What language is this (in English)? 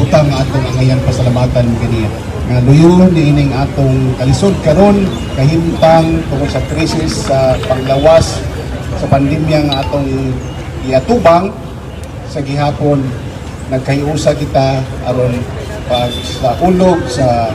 Cebuano